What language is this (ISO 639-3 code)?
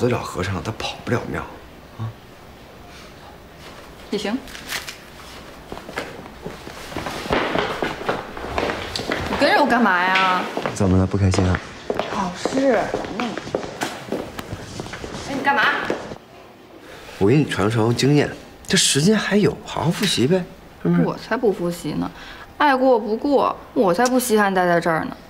zho